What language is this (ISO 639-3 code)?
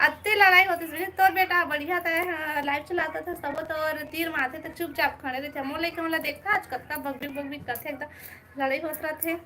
hne